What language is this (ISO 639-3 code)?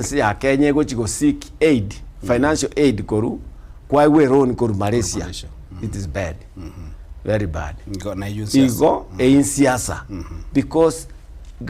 guz